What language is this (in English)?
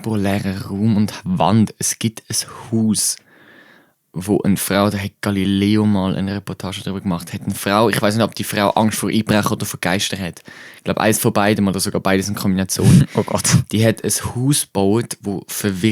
Swiss German